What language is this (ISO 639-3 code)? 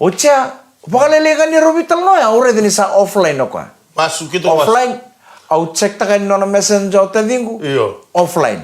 fij